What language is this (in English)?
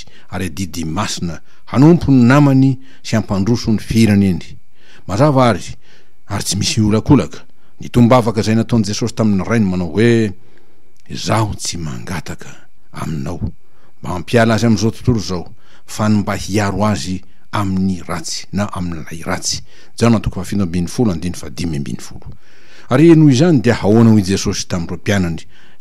Malagasy